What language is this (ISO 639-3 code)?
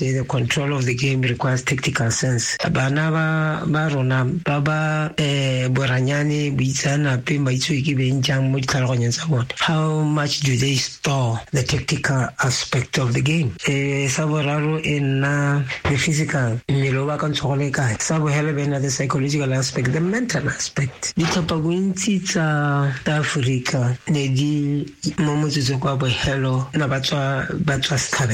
tsn